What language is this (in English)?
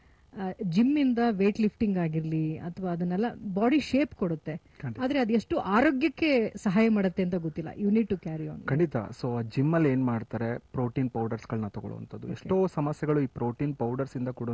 Kannada